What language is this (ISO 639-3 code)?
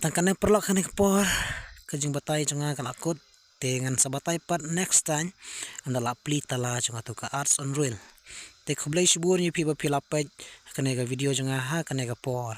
kha